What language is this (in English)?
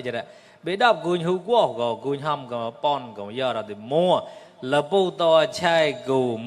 Mon